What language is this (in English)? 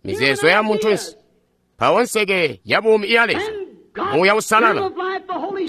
Tonga (Zambia)